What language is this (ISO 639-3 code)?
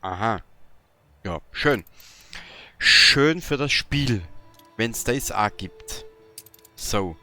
bar